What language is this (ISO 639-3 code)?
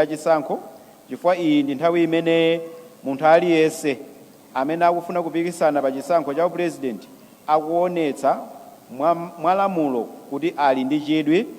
nya